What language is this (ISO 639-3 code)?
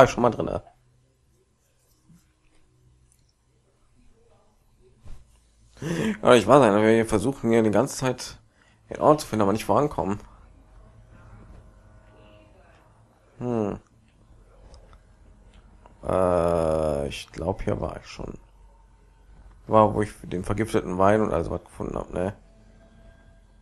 deu